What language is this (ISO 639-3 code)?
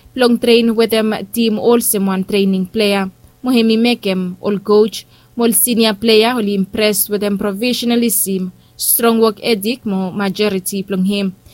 bis